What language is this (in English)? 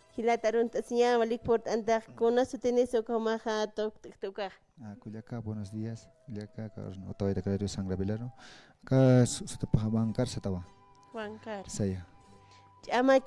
Aymara